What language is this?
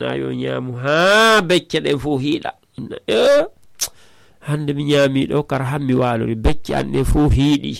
Fula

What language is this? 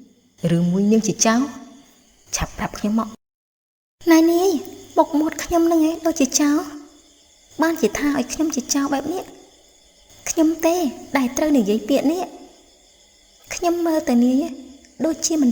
Khmer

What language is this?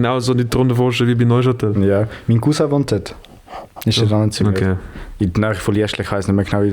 Swiss German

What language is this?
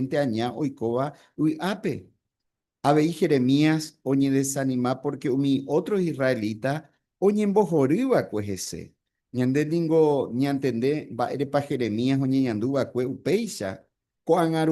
Guarani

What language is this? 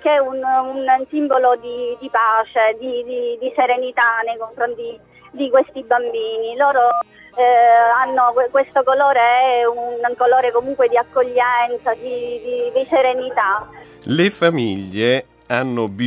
Italian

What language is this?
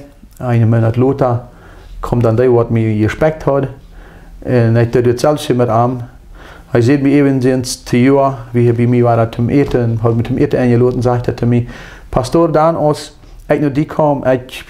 Plautdietsch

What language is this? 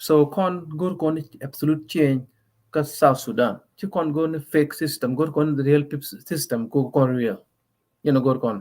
Nuer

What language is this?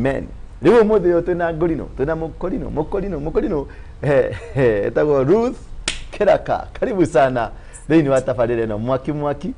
Kikuyu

